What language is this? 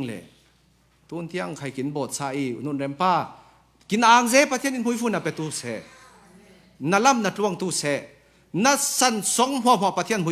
Falam Chin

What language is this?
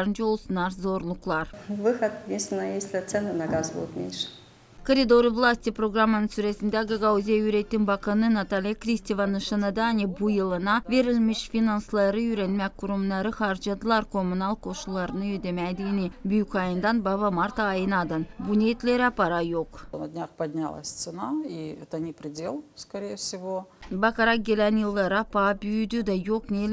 Gagauz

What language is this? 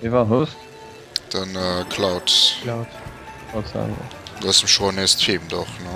Luxembourgish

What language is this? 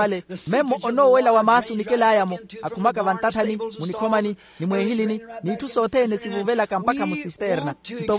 Makhuwa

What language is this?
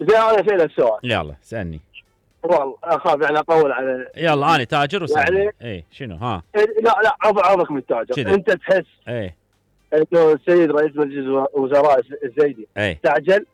Mesopotamian Arabic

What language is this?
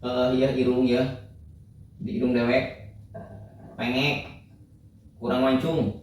Sundanese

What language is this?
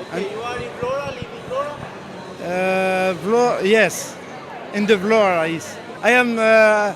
Albanian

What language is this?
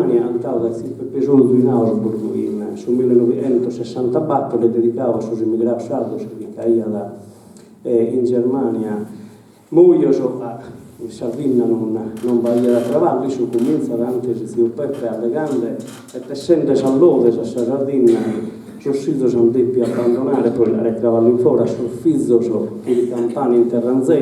Sardinian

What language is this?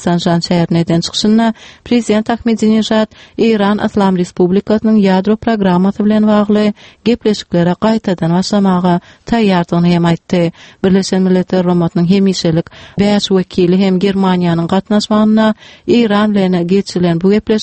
Turkmen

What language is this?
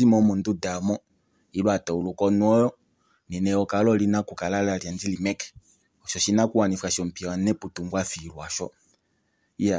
Kuanyama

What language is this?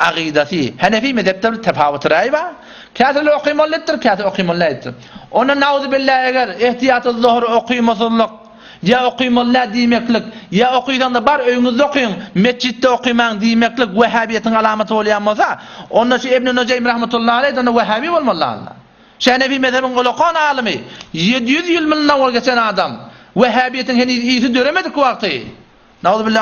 Turkmen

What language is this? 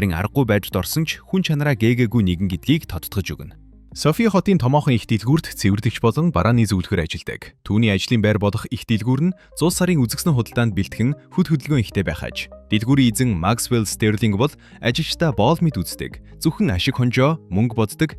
Mongolian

